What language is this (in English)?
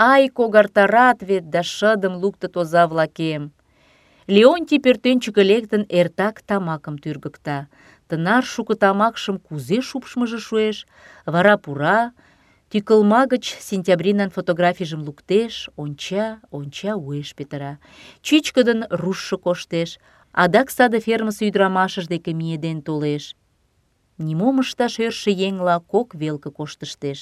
Mari